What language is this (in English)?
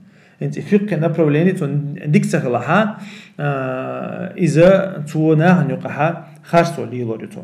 Chechen